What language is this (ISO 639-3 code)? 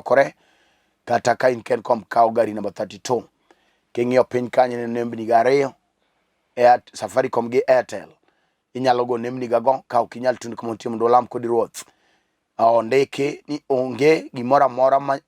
luo